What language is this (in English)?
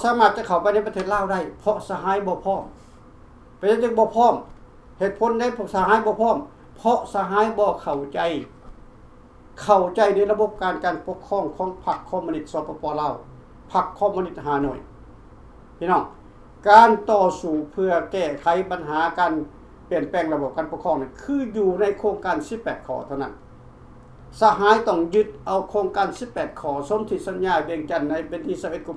Lao